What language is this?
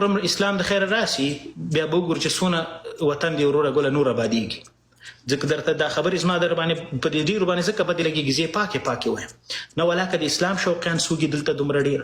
Pashto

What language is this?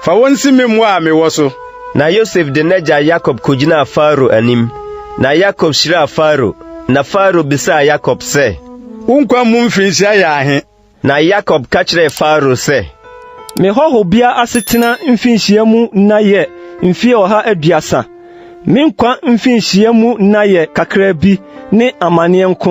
Akan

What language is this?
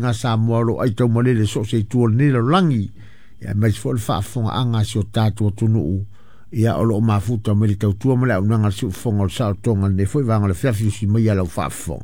Samoan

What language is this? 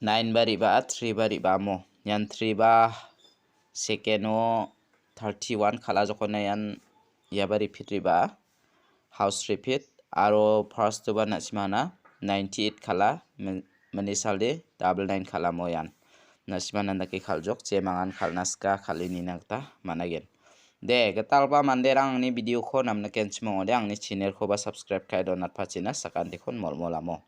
Garo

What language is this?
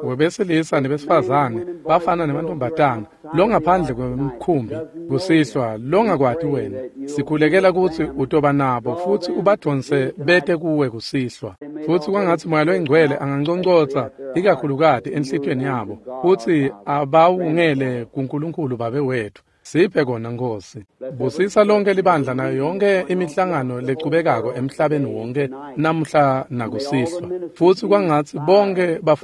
Swati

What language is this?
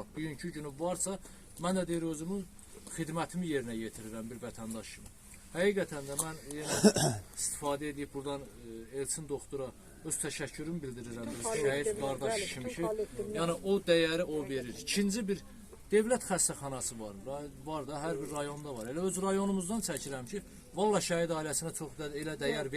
Azerbaijani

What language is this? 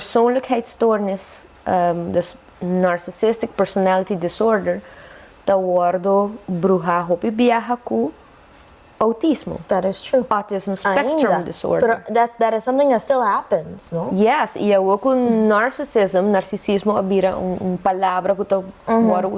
Papiamento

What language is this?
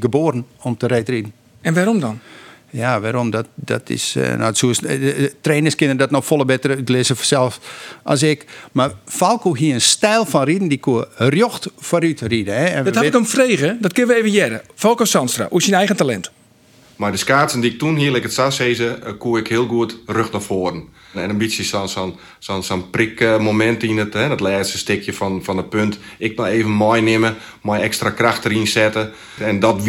Western Frisian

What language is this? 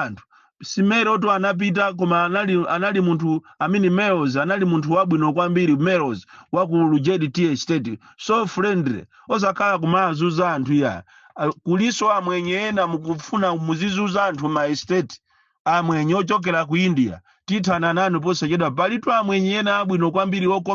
Nyanja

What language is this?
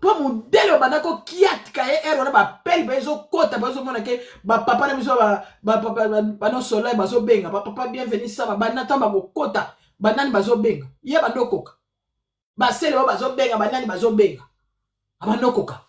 Lingala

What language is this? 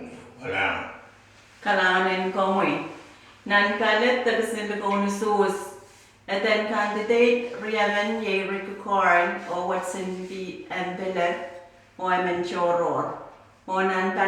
Pohnpeian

